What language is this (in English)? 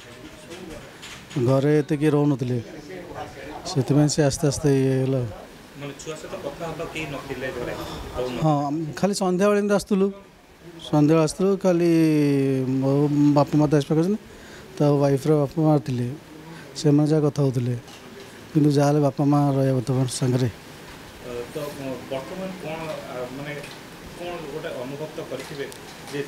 Odia